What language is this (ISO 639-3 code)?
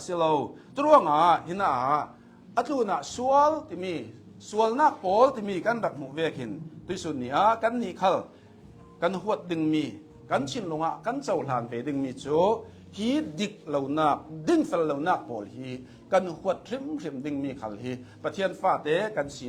cnh